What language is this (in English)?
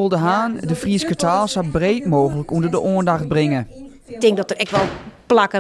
Western Frisian